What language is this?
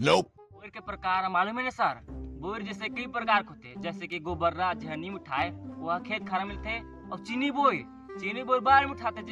Chhattisgarhi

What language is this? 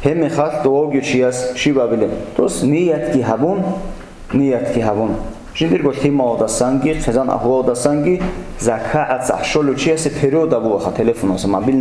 Avaric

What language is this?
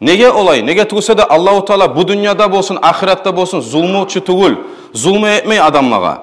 Kumyk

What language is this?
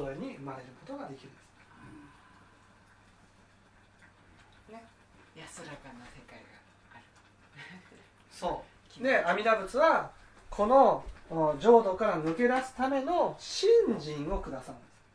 Japanese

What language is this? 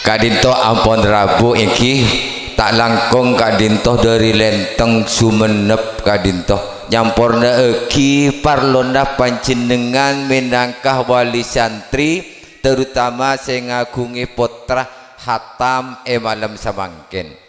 Madurese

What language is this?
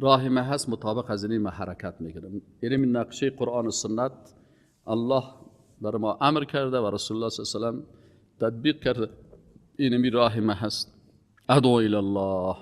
Persian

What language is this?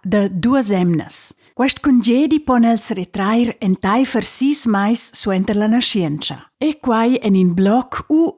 Romansh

